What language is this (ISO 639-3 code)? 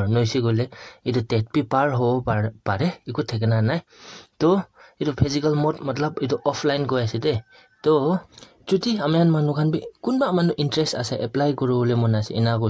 nag